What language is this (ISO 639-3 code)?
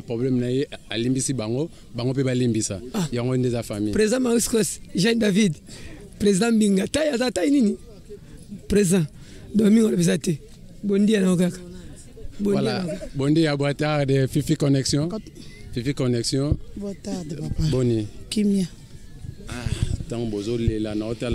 lin